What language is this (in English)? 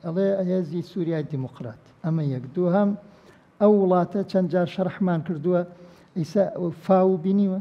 Central Kurdish